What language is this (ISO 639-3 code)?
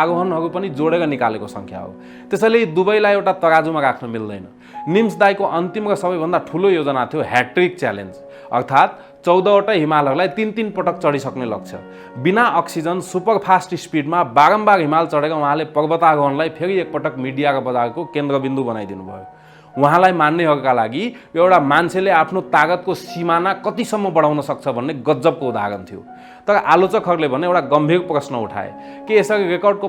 nep